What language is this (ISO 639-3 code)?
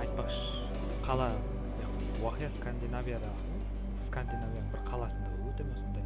kaa